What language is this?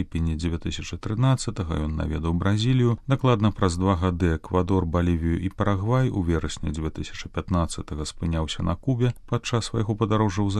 Belarusian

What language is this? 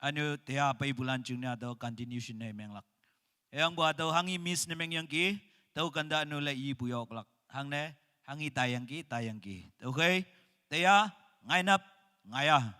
Naga Pidgin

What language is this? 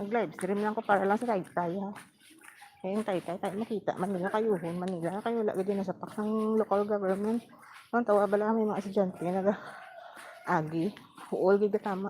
Hiligaynon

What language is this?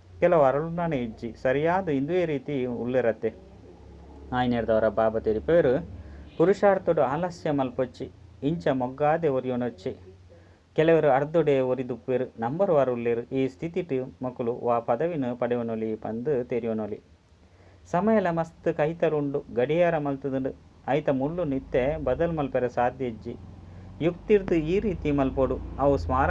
Tulu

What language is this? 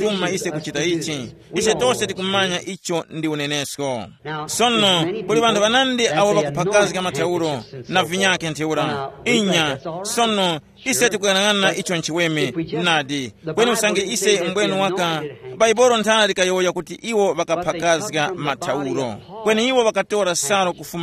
Tumbuka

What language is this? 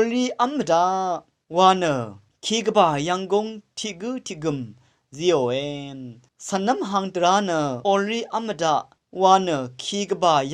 Rawang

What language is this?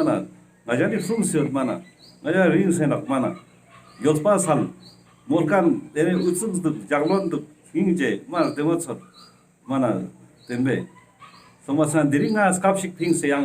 Ladakhi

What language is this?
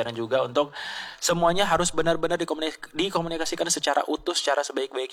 Indonesian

